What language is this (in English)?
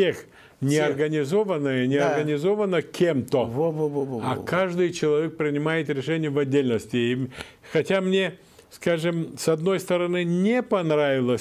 Russian